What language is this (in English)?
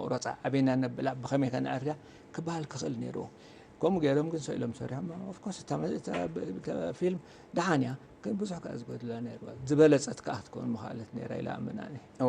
Tigrinya